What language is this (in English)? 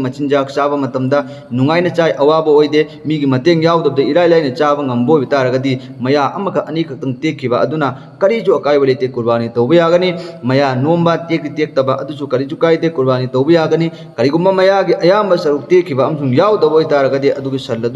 Manipuri